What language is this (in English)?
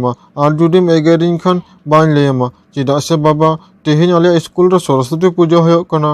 Santali